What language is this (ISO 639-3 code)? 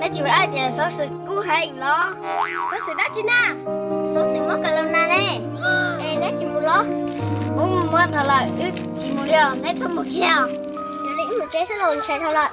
hmn